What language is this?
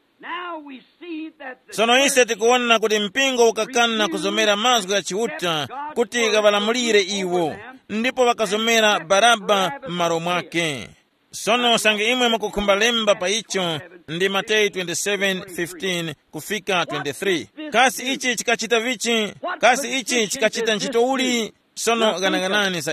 Tumbuka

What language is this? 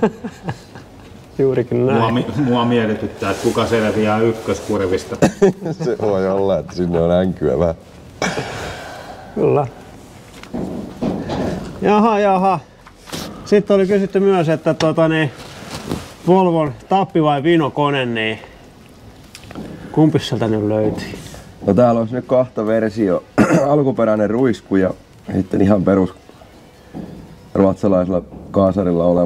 Finnish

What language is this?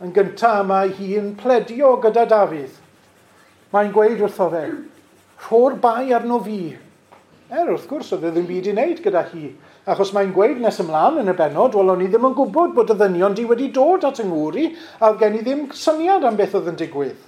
Welsh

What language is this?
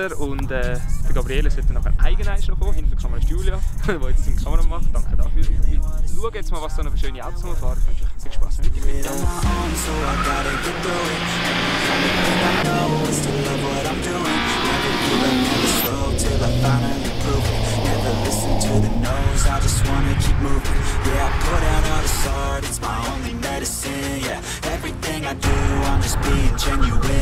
Swiss German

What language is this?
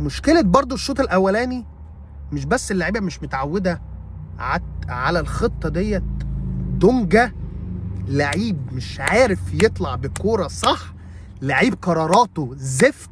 Egyptian Arabic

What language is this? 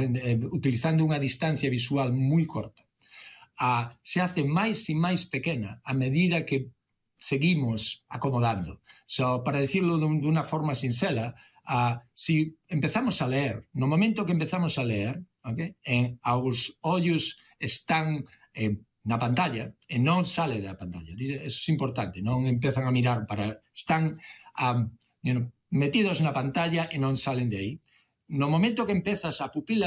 Galician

